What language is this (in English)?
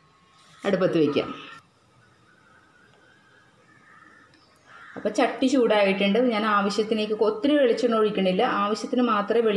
Malayalam